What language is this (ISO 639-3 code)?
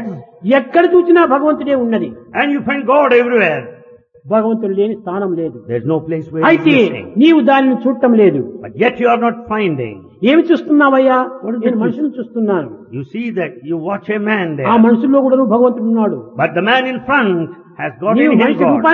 tel